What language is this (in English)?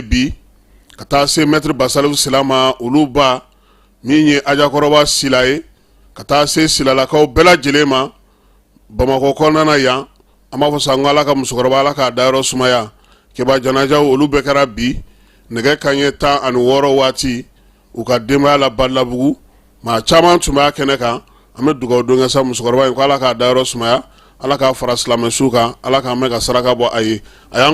Bambara